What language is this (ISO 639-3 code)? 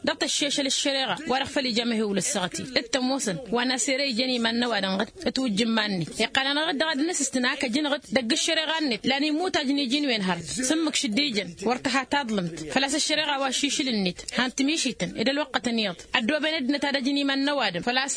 taq